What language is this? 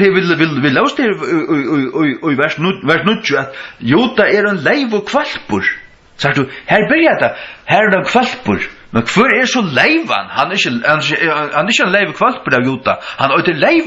Faroese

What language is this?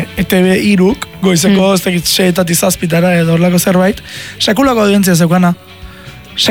Basque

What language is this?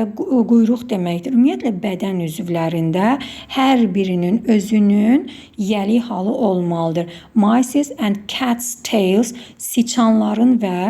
Azerbaijani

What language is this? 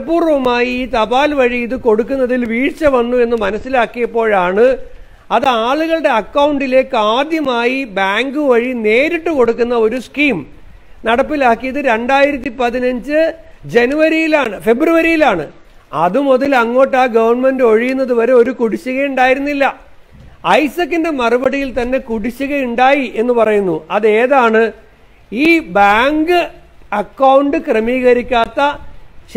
Malayalam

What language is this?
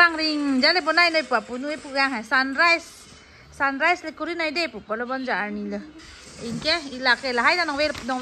Karbi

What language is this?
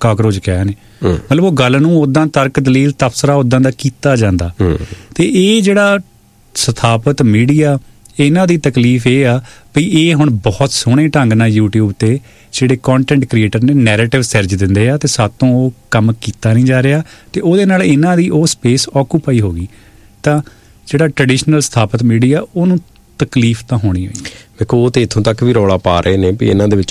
Punjabi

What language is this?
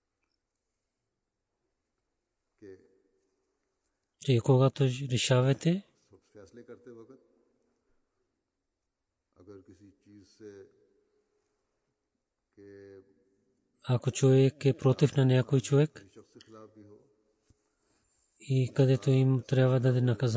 Bulgarian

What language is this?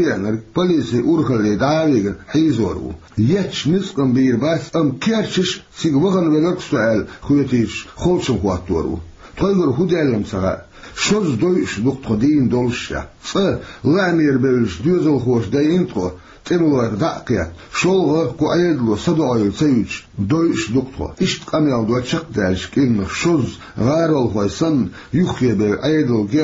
Chechen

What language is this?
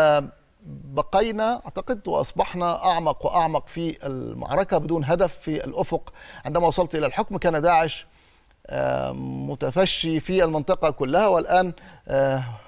Egyptian Arabic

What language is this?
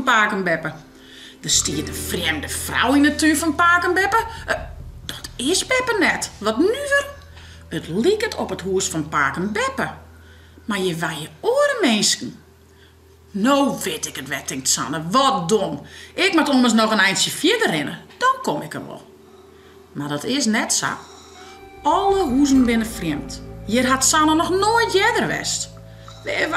Western Frisian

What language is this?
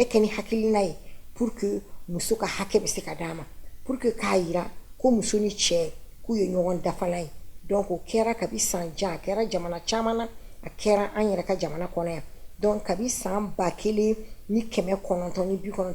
Bambara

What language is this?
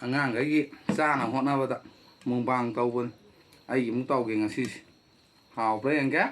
Manipuri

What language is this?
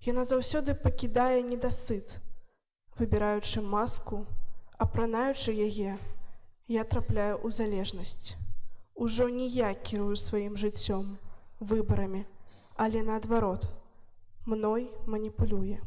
Belarusian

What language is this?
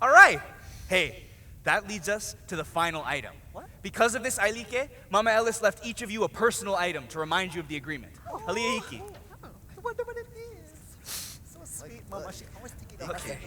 Hawaiian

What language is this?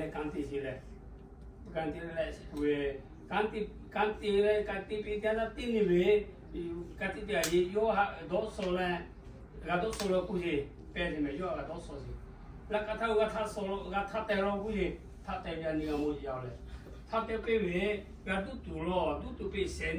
Lahu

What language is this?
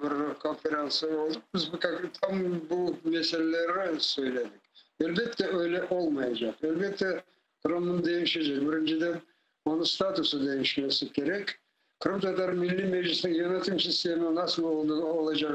Crimean Tatar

